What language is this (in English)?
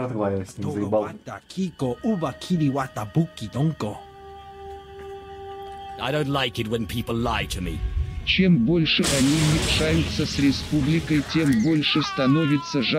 Russian